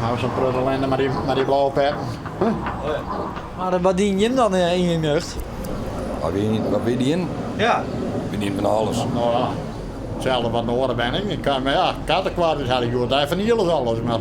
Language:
Western Frisian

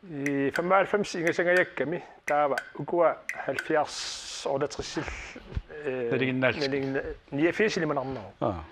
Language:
Kalaallisut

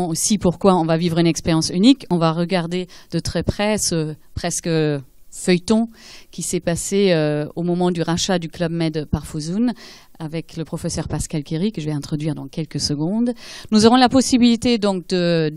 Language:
French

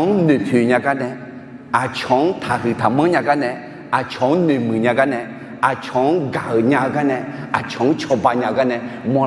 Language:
Akha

